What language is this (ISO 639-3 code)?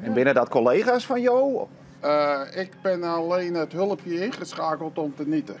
fry